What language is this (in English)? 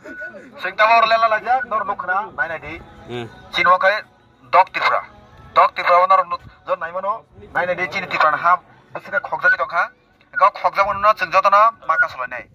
Kok Borok